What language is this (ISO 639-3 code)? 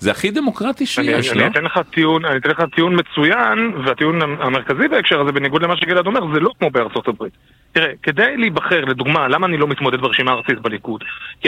heb